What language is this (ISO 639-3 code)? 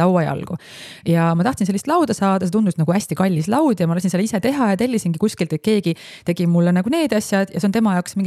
est